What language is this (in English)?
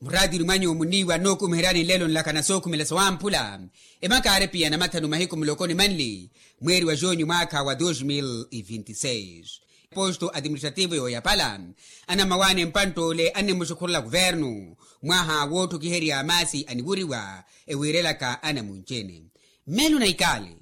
Makhuwa